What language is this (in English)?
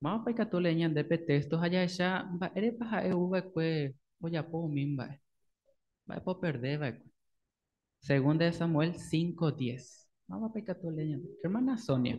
Guarani